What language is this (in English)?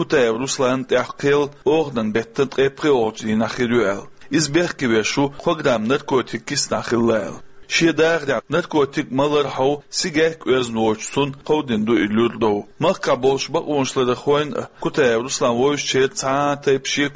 Chechen